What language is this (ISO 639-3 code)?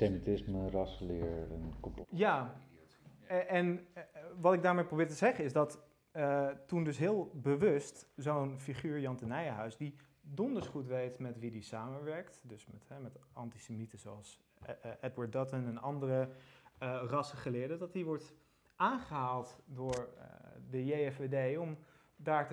nld